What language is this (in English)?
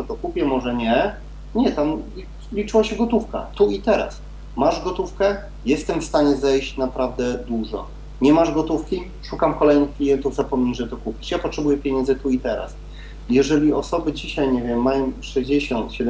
Polish